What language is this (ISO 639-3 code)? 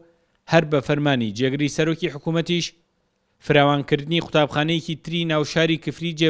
ckb